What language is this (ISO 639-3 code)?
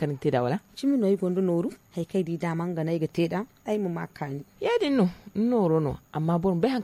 dje